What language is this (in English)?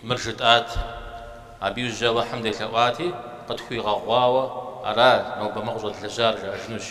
Kabardian